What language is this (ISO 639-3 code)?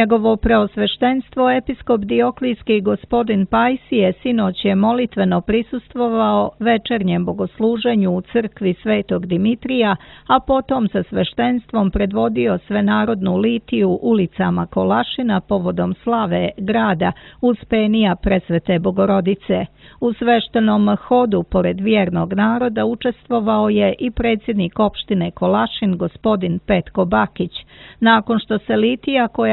srp